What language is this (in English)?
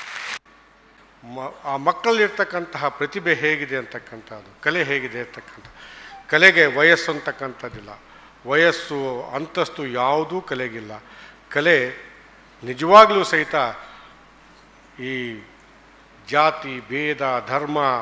Kannada